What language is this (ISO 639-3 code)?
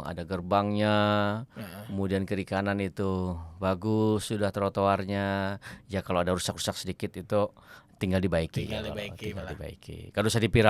bjn